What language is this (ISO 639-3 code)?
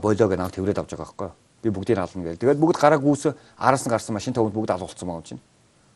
mon